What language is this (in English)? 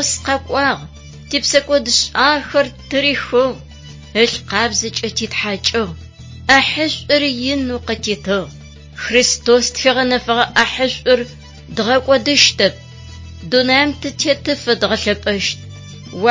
Adyghe